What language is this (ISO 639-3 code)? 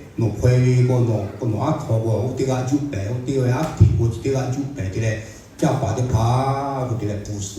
lhu